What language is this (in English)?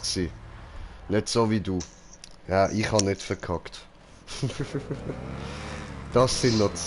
Swiss German